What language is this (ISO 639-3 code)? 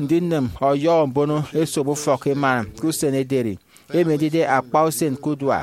efi